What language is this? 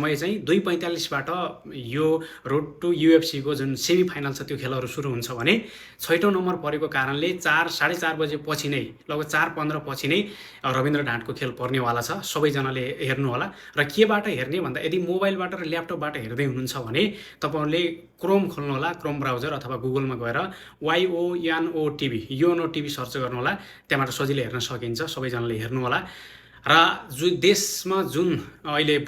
Nepali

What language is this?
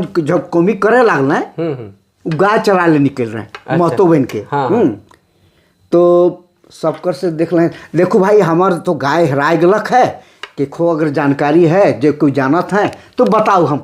Sadri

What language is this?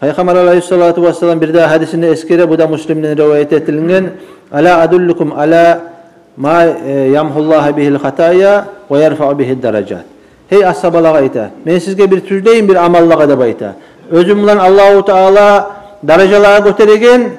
Kumyk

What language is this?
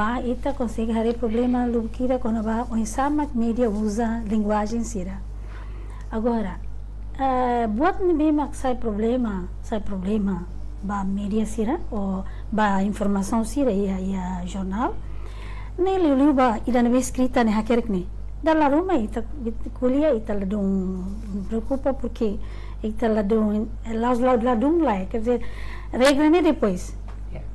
Tetum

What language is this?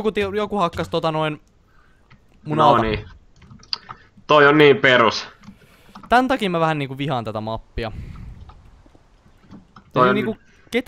Finnish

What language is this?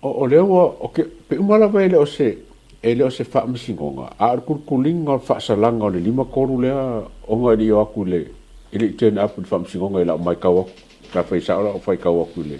Samoan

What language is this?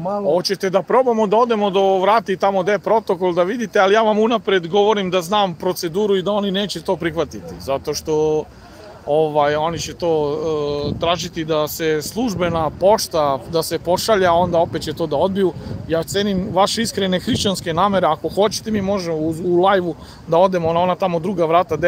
Serbian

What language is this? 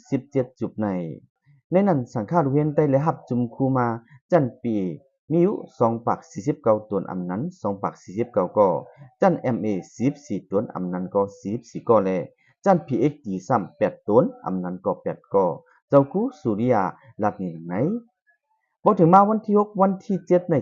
Shan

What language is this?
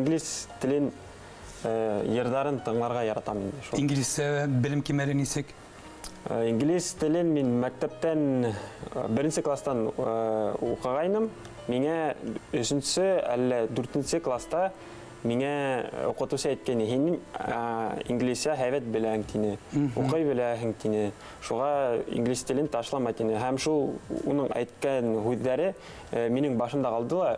Bashkir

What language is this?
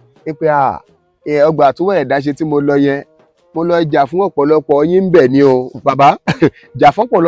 Yoruba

